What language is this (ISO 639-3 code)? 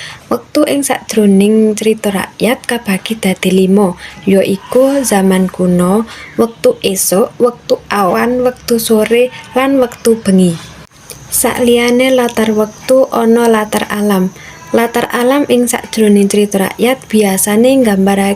jav